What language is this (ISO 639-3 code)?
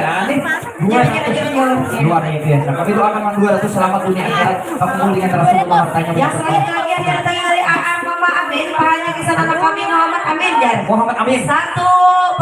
bjn